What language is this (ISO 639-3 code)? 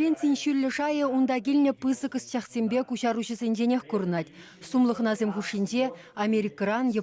chv